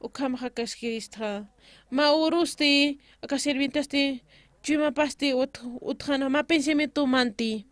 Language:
Aymara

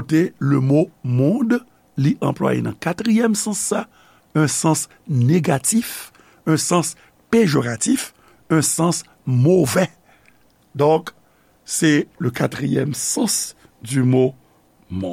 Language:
Haitian Creole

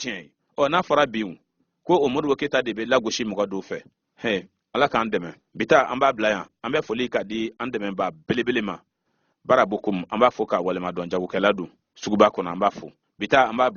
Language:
Bambara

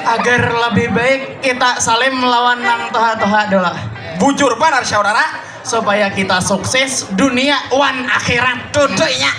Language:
Banjar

